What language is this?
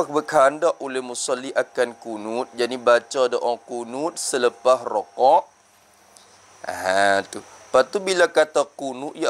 Malay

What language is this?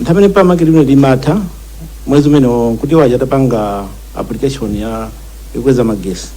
Nyanja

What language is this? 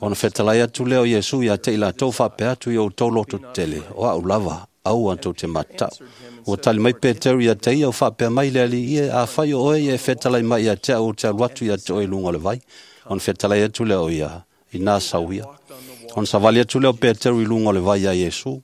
Samoan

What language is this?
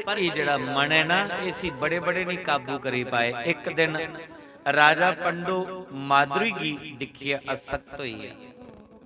Dogri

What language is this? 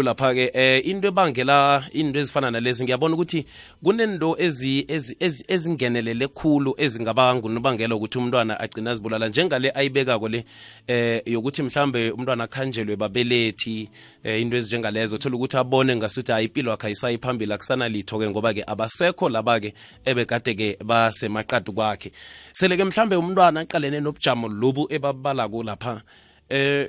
South Ndebele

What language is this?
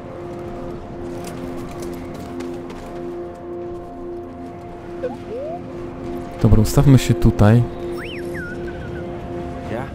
Polish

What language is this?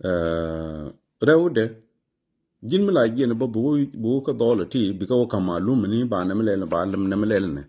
Nuer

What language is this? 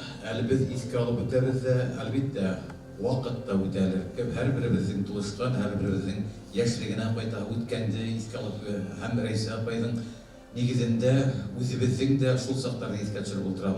Bashkir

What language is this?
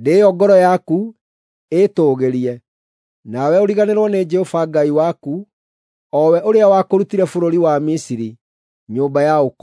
Kikuyu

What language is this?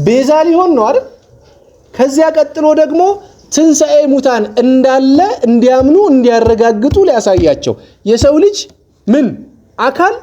Amharic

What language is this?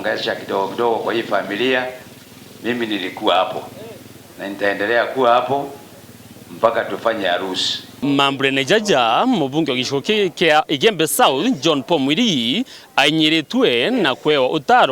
Meru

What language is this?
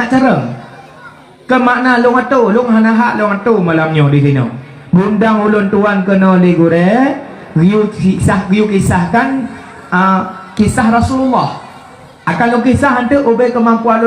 Achinese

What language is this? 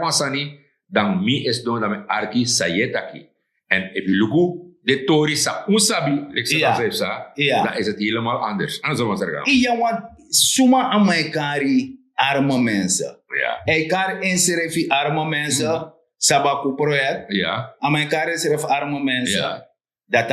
Sranan Tongo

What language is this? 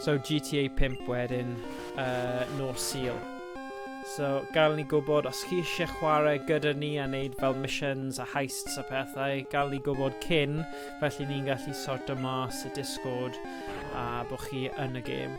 Welsh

